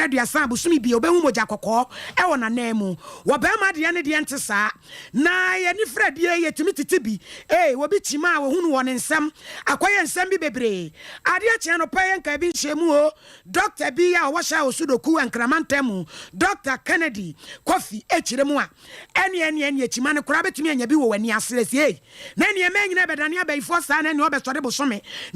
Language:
Akan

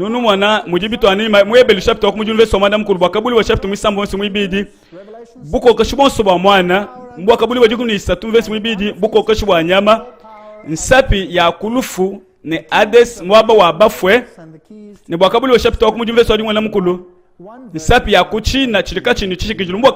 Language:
Luba-Lulua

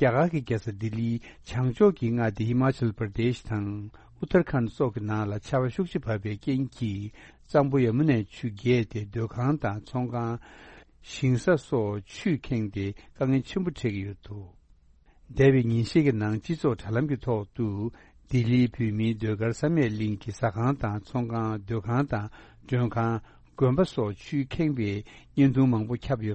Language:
Tibetan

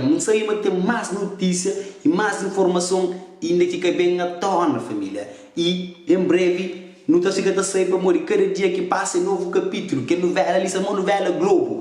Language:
Kabuverdianu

